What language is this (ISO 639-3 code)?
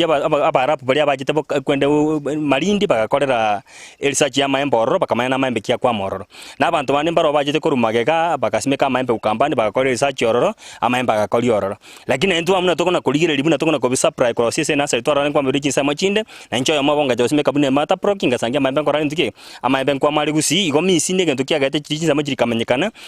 guz